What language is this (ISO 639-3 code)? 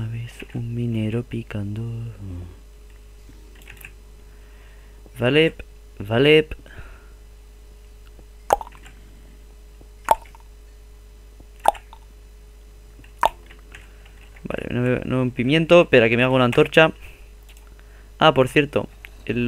spa